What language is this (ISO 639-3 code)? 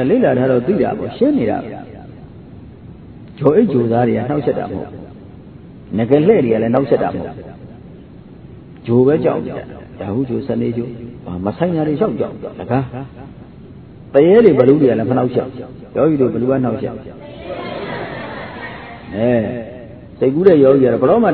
mya